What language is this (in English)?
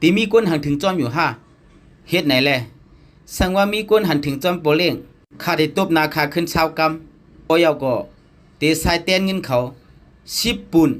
Shan